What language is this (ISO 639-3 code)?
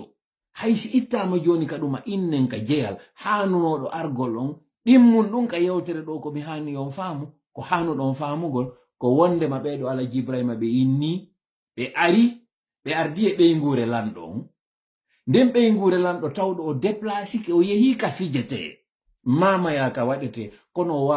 ful